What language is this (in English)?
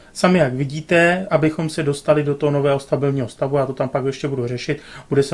Czech